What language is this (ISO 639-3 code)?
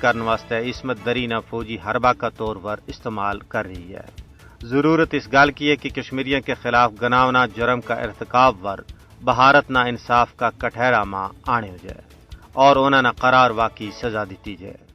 gju